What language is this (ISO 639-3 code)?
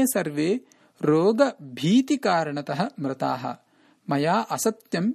san